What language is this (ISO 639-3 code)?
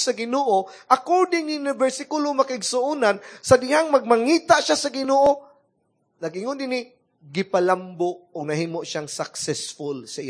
ceb